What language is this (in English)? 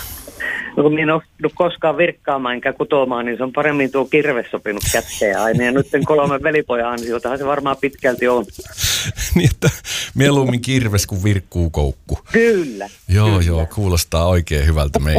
Finnish